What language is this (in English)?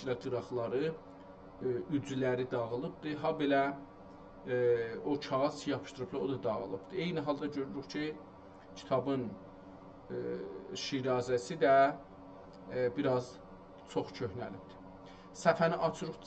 South Azerbaijani